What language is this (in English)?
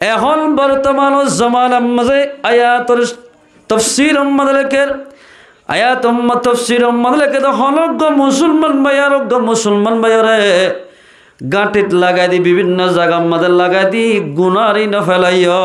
Rohingya